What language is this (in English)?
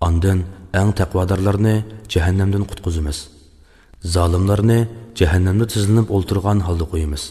Uyghur